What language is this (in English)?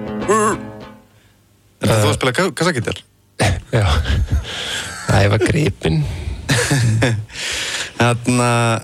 Icelandic